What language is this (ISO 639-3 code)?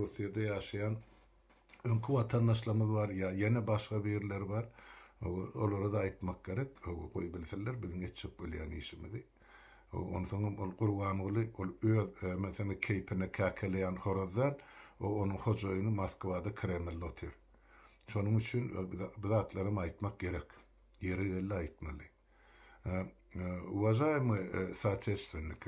tuk